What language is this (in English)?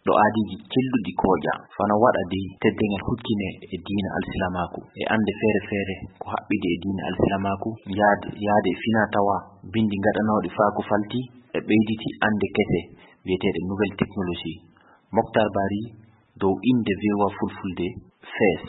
Fula